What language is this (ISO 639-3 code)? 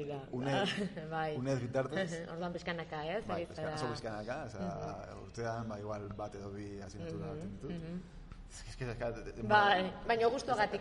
eus